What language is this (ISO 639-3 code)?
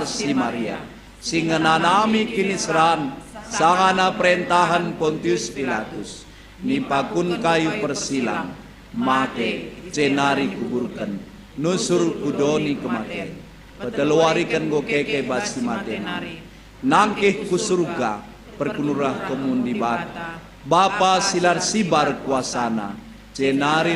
btx